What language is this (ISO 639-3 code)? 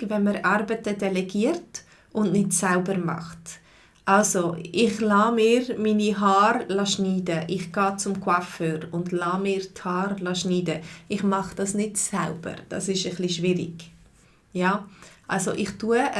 gsw